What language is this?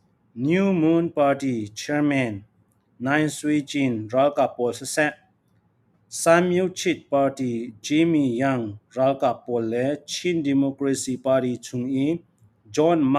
Falam Chin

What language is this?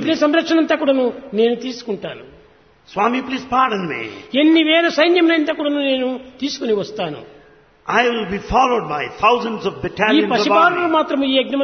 Telugu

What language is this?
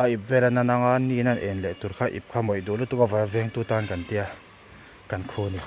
Mizo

